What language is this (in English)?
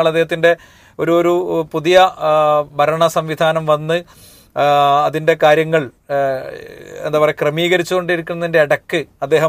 Malayalam